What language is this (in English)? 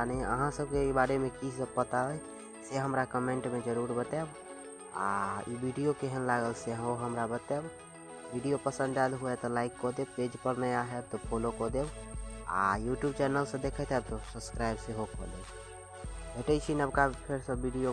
Maithili